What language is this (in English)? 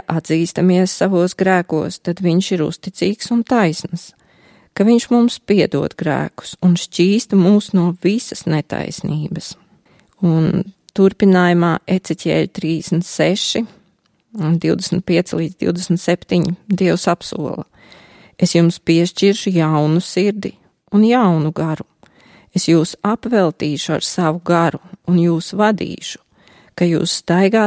Latvian